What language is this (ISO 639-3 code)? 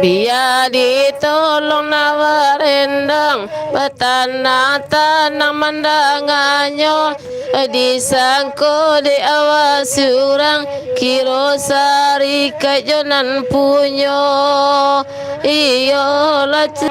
min